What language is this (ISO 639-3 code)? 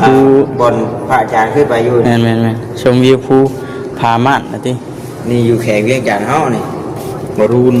lao